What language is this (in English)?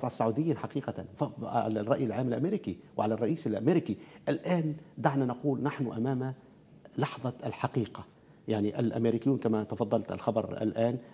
Arabic